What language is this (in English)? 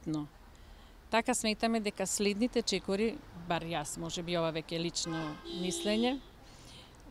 Macedonian